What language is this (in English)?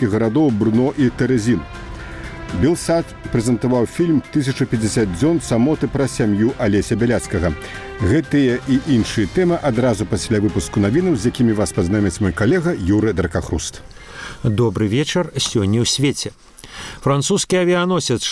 Belarusian